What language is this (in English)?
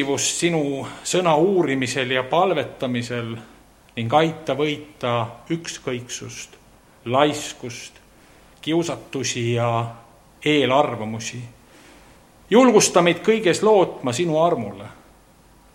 Estonian